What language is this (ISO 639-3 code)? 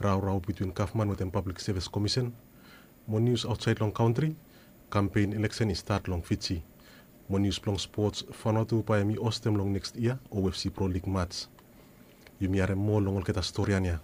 bis